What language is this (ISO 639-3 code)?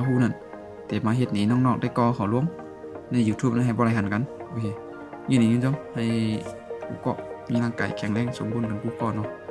shn